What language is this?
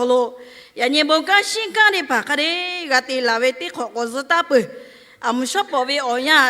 Lahu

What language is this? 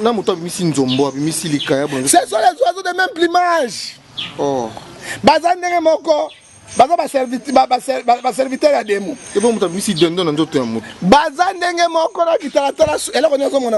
Lingala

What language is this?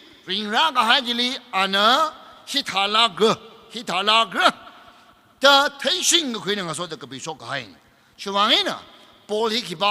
Tangkhul Naga (India)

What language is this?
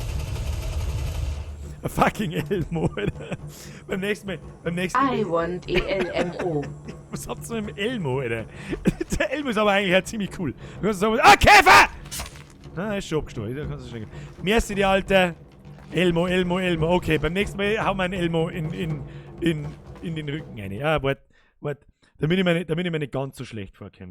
Bavarian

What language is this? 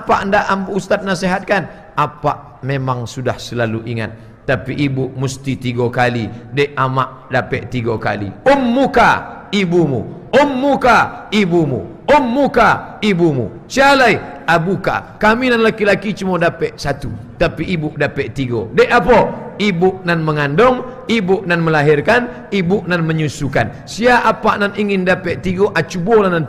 Minangkabau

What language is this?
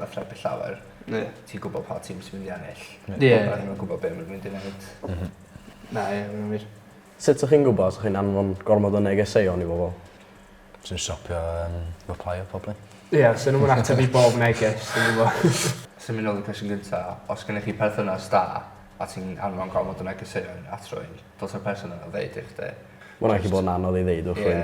Welsh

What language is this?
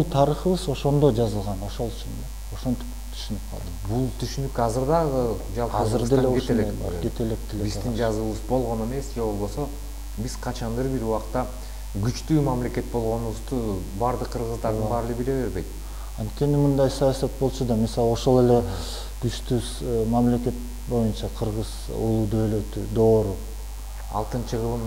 Kyrgyz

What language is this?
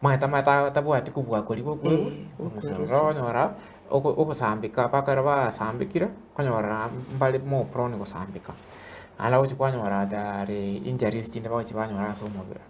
Gusii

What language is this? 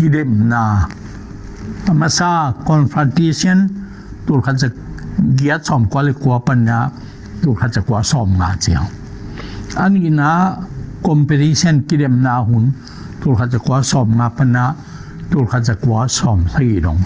Tedim Chin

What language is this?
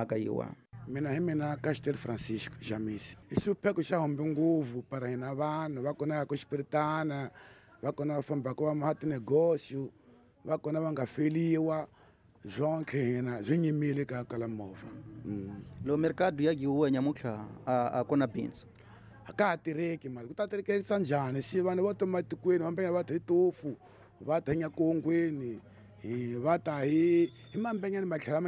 Tsonga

